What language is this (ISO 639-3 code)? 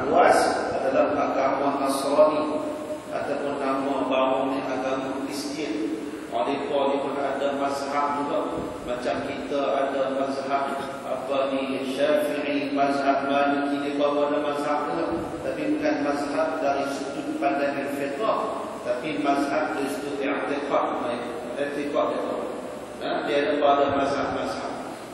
msa